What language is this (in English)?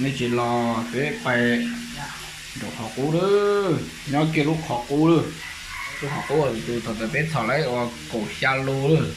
Hmong